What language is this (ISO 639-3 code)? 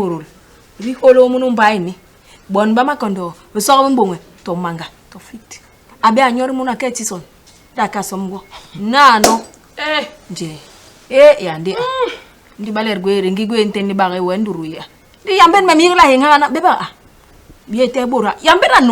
bas